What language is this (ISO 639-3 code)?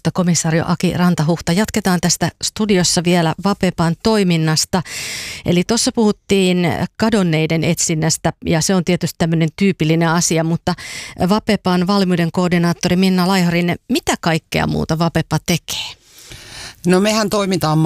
fin